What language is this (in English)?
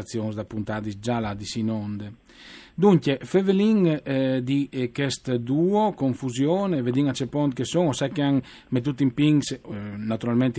Friulian